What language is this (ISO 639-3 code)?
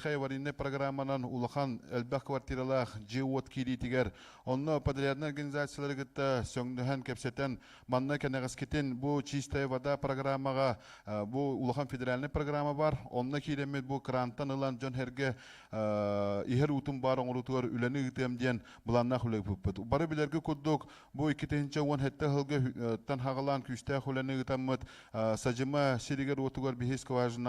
sah